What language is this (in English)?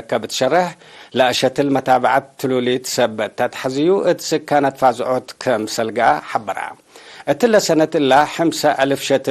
Tigre